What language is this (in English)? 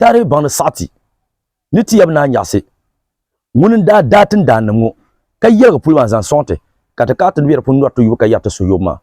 Dagbani